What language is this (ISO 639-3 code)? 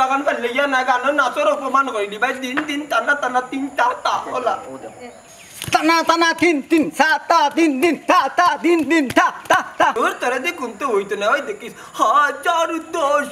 syl